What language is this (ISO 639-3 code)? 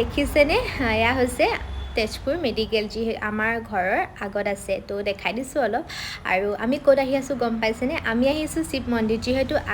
asm